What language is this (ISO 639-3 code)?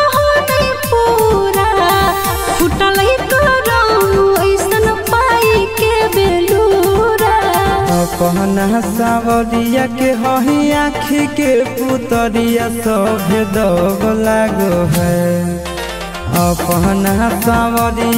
mag